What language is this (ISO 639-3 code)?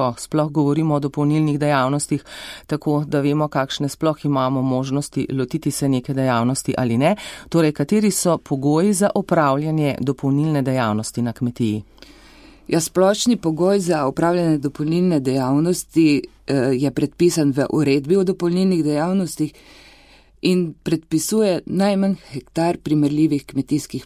slv